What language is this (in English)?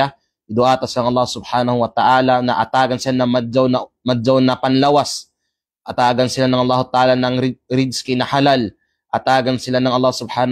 Kalagan